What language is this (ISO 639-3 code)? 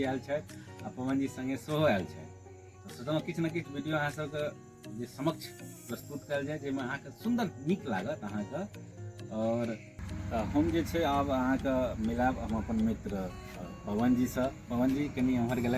mai